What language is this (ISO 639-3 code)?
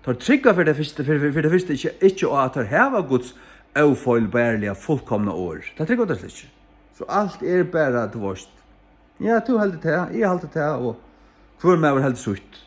fao